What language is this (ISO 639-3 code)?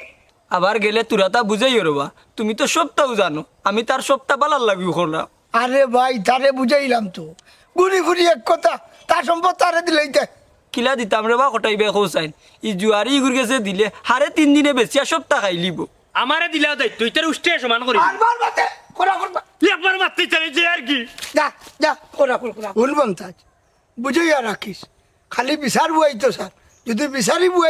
syl